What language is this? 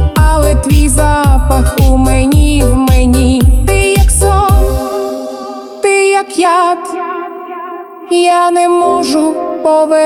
Ukrainian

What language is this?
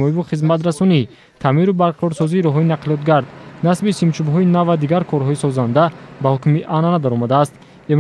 Tajik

